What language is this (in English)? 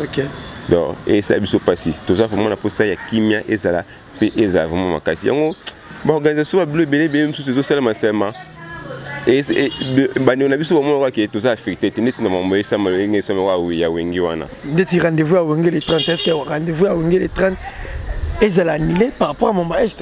Lingala